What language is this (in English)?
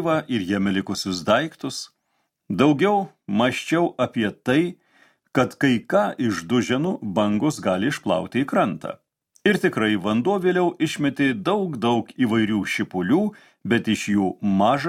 Lithuanian